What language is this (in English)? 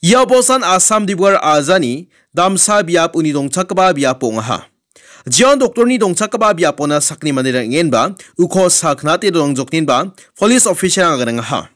Garo